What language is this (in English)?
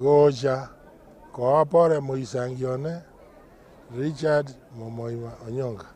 Gusii